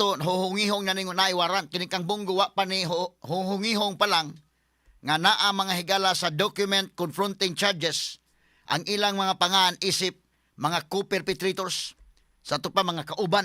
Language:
Cebuano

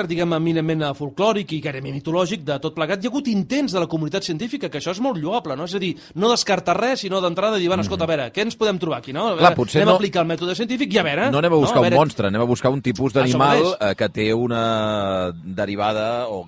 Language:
Catalan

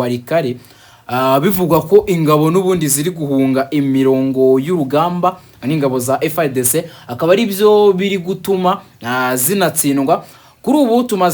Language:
Kinyarwanda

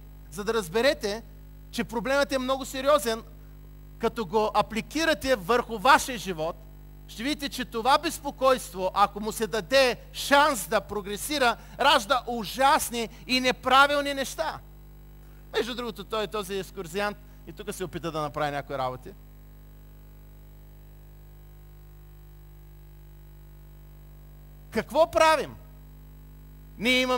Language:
Bulgarian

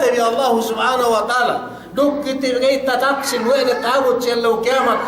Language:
Yakan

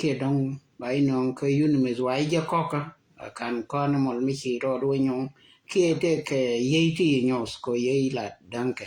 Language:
Nuer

